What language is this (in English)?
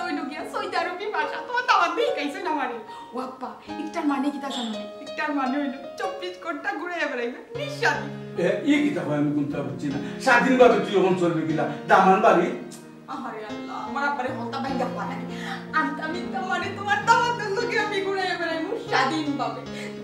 Sylheti